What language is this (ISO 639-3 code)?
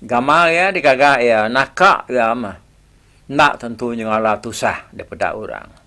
iba